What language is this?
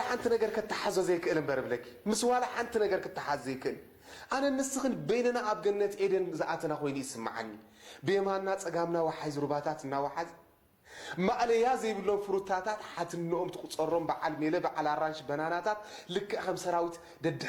Tigrinya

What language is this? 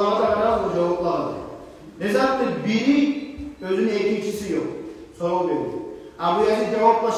Kumyk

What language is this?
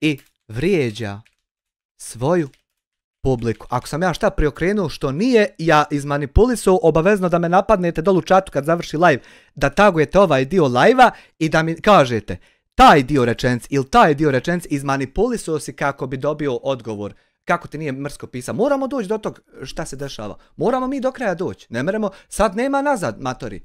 Bosnian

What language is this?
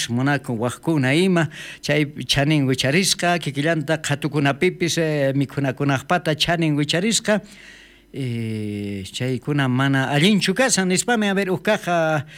South Bolivian Quechua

